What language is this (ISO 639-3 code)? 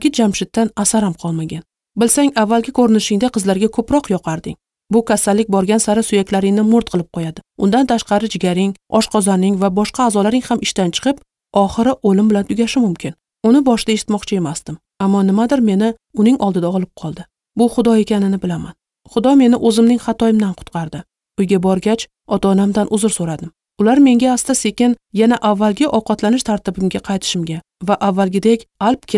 uzb